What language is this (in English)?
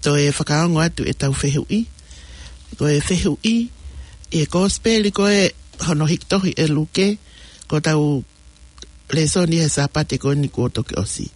Tongan